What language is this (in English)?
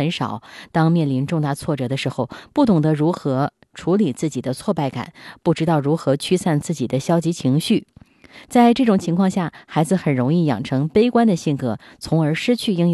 Chinese